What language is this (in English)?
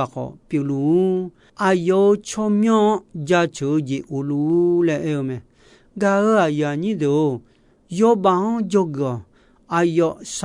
Akha